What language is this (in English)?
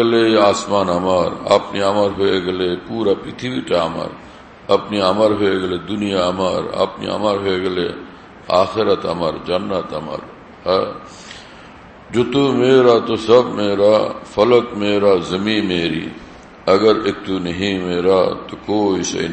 Bangla